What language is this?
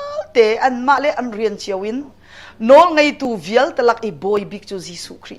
Hakha Chin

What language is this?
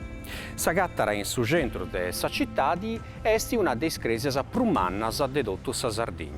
Sardinian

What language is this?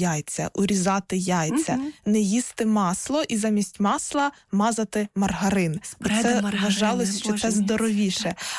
Ukrainian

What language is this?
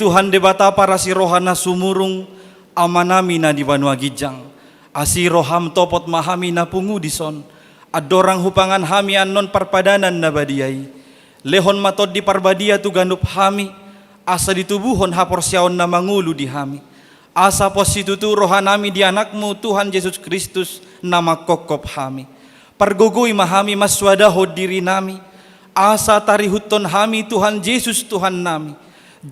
Batak Toba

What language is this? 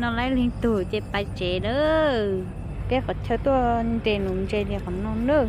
Hmong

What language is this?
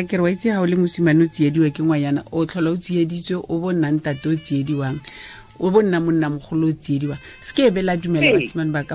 Tswana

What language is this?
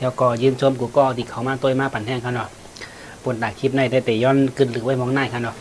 Shan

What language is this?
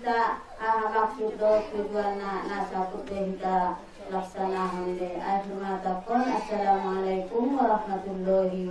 Batak Angkola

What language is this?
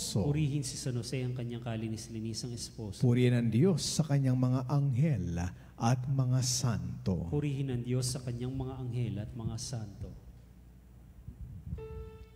Filipino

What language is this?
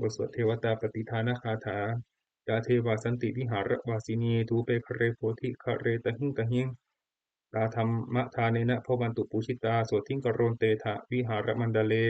Pali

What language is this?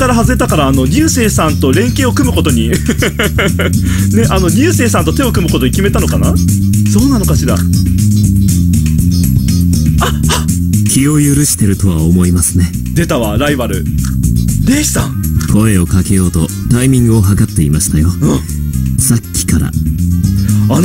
Japanese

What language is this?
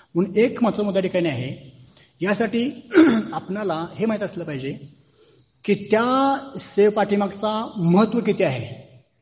Marathi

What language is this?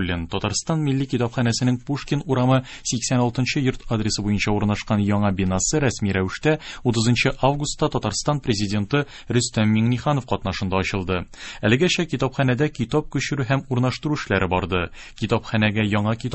Tatar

